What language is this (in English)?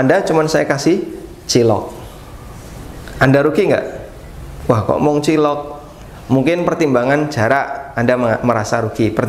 Indonesian